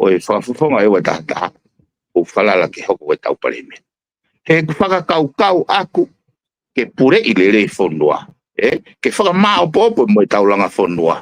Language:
Tongan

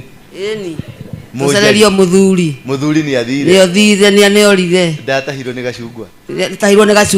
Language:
Kikuyu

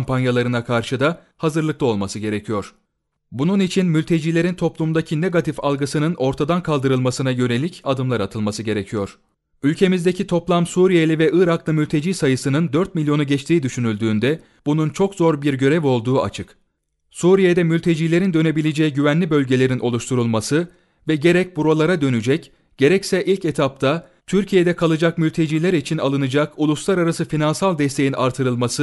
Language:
Turkish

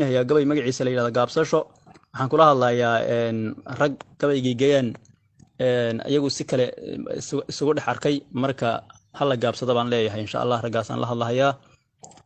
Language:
Somali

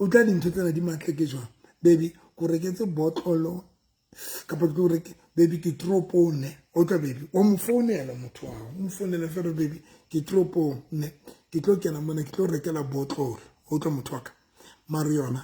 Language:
Southern Sotho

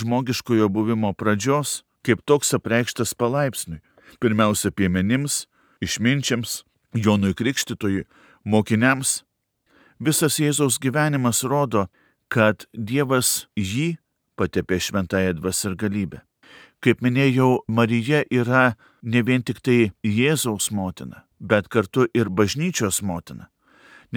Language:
Lithuanian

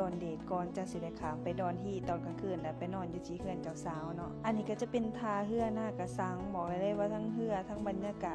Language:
Lao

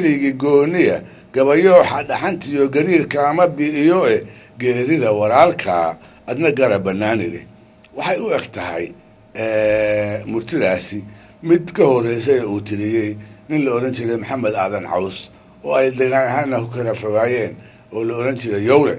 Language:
Somali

